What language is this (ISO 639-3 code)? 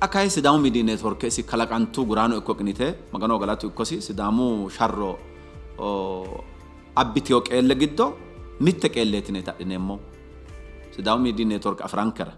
sid